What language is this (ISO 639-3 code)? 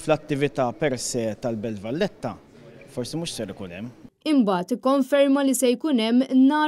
mlt